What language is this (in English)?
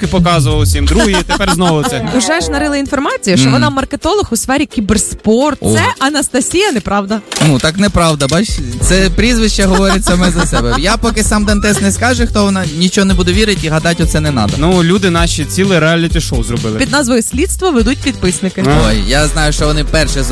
Ukrainian